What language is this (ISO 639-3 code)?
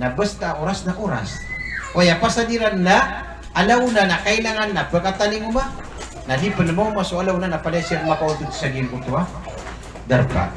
mrw